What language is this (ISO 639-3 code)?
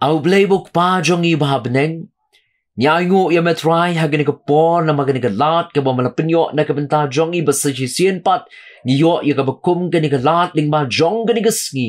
kha